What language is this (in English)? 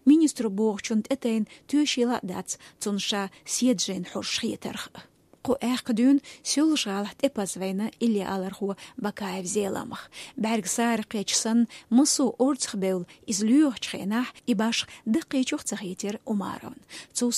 Chechen